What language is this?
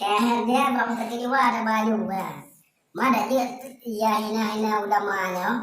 Achinese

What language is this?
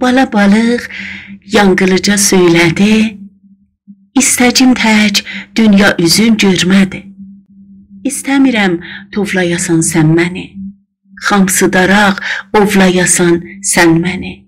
South Azerbaijani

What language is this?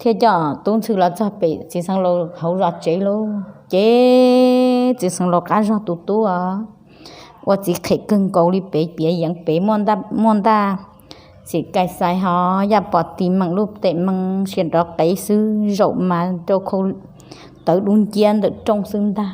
Hmong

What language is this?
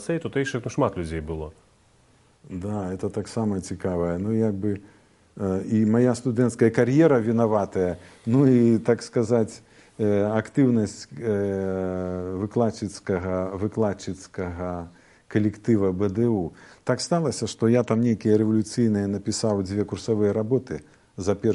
Belarusian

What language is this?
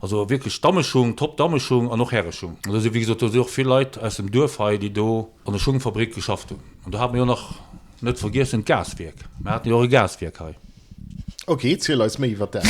Luxembourgish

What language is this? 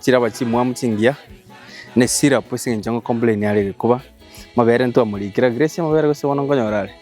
Gusii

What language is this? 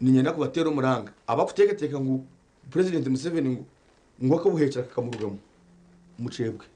Nyankole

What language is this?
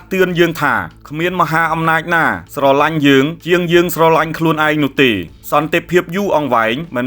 Khmer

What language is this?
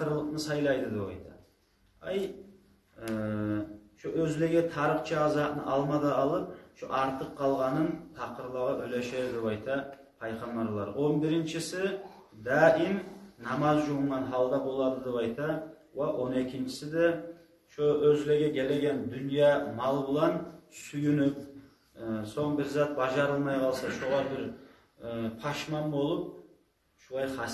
Kumyk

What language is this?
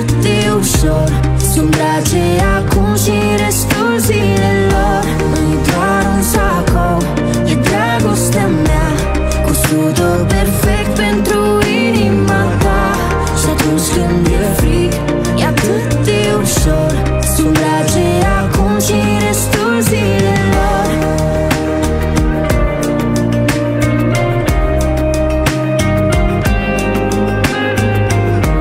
Romanian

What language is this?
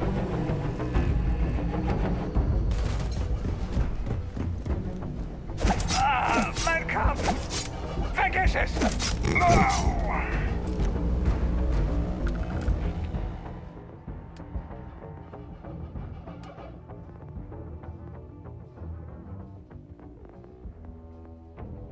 German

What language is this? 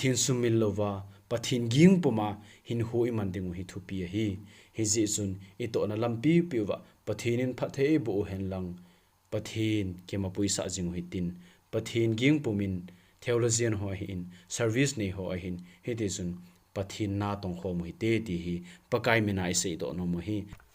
Thado Chin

